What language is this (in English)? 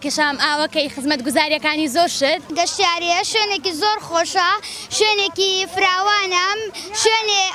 Central Kurdish